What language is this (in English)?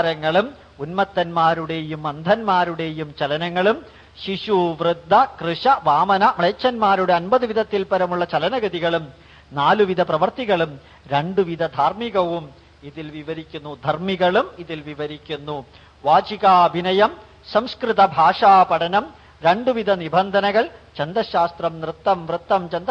Malayalam